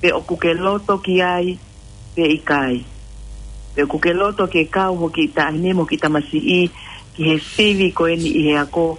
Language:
Tongan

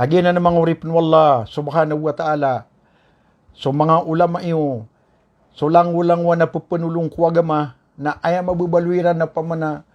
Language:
Maranao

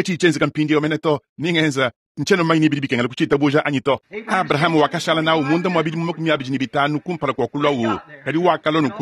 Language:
Luba-Lulua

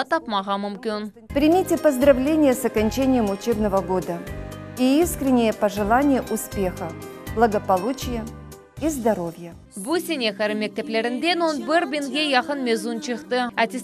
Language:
Crimean Tatar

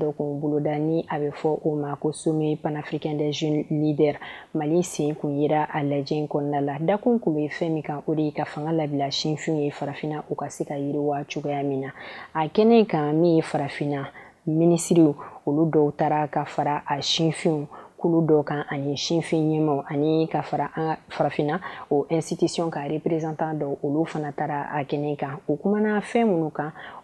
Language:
Bambara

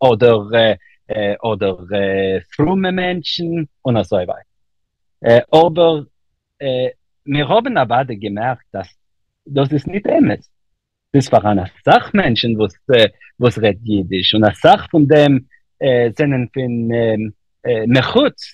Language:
Yiddish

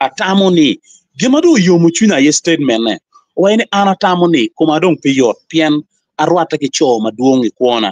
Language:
Acoli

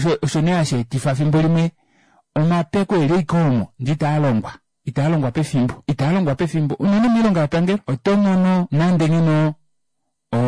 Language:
Kuanyama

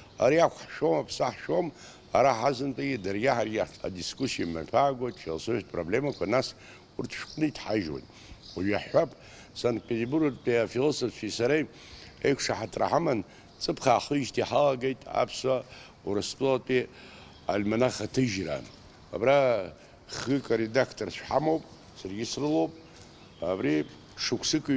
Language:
Abkhazian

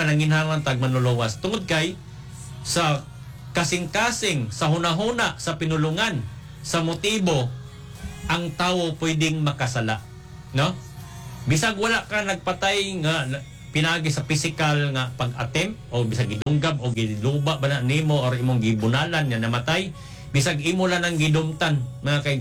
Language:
Cebuano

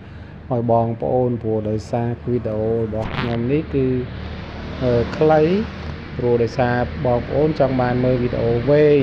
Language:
Khmer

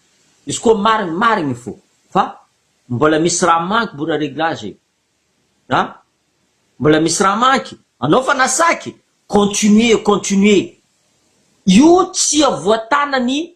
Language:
Malagasy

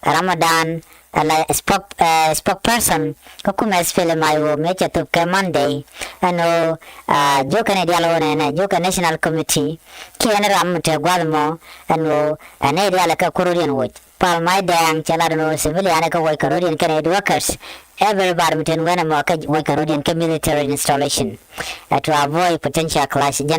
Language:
Nuer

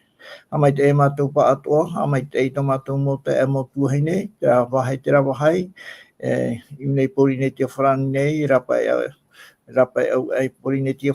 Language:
Tahitian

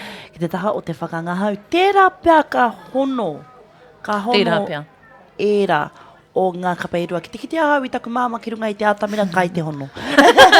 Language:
Māori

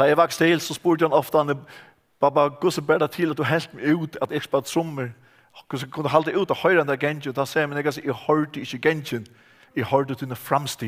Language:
Faroese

